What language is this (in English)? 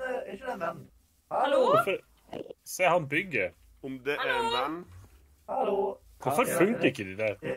Norwegian